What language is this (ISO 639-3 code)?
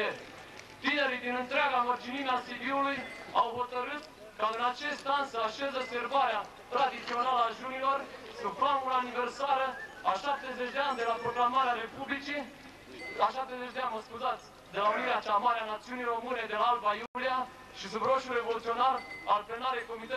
ron